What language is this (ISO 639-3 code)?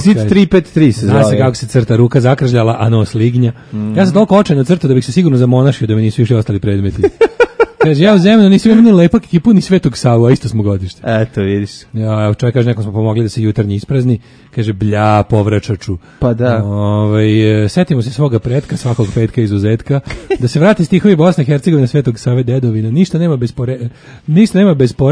srp